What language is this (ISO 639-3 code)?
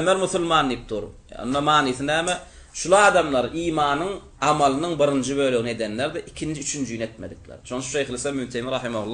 tuk